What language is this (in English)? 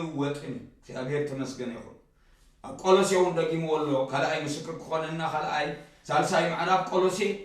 Tigrinya